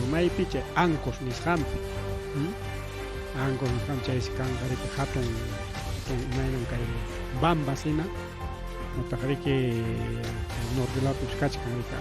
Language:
Ayacucho Quechua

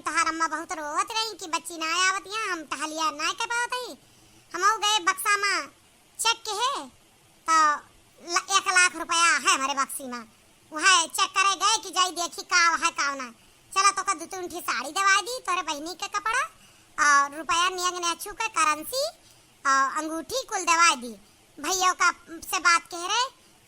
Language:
Awadhi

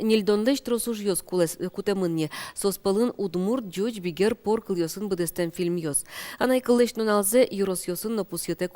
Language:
Udmurt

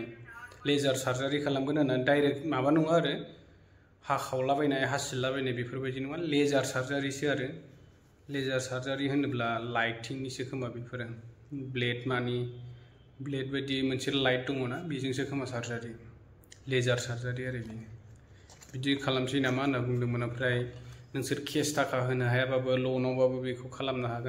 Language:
Bodo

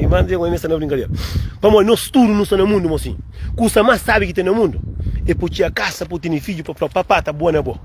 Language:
Kabuverdianu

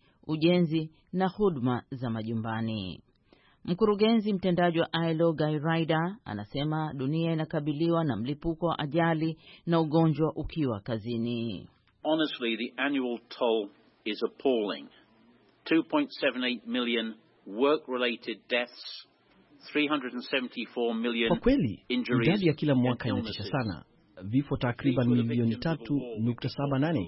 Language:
Swahili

